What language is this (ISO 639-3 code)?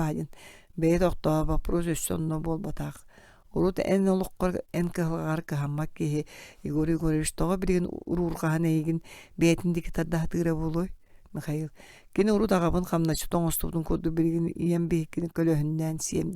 sah